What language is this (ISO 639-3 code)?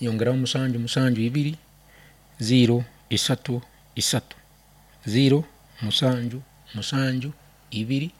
nyn